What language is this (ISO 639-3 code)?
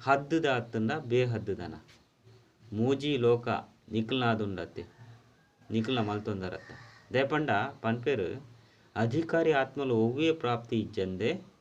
tcy